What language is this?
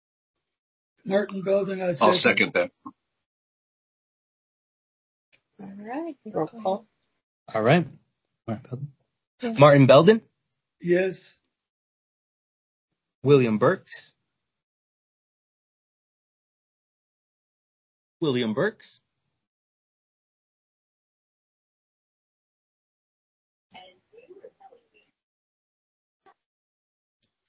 English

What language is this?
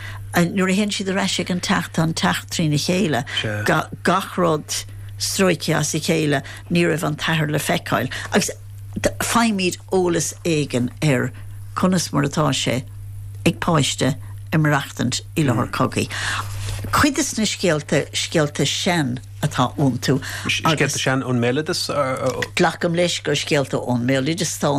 Irish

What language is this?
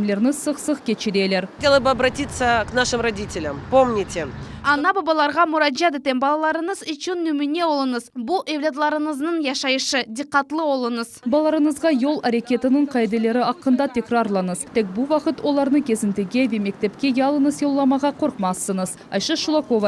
Crimean Tatar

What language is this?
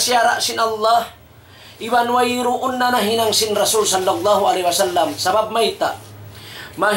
Tausug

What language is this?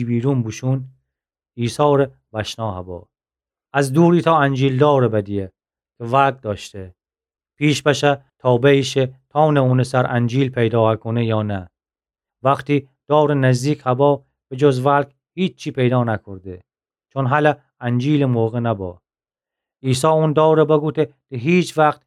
Gilaki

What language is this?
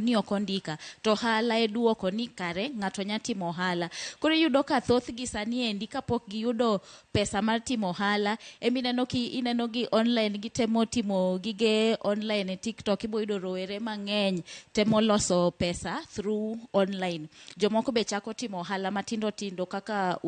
Luo (Kenya and Tanzania)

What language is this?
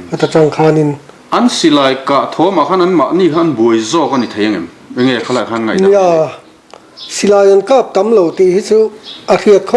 Mizo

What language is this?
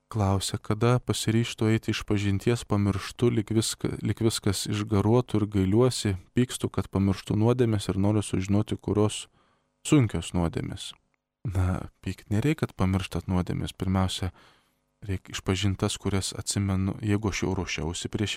Lithuanian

